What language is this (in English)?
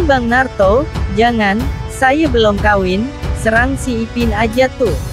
Betawi